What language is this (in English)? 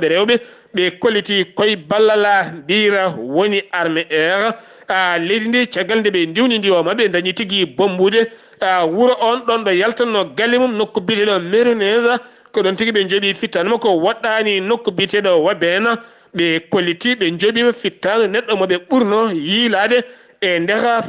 Fula